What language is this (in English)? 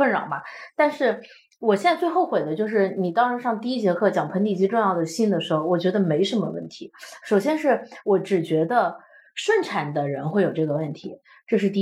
Chinese